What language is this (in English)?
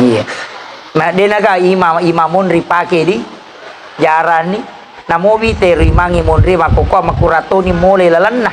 Buginese